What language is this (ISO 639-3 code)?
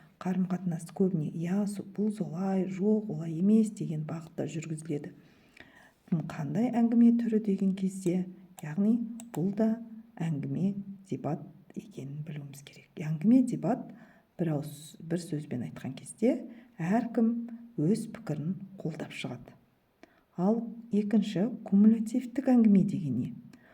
kaz